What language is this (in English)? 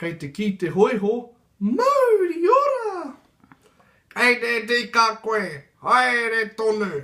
Māori